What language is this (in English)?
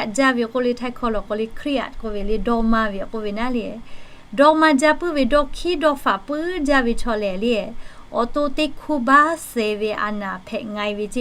Lahu